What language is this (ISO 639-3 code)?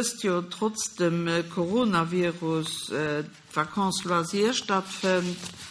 ltz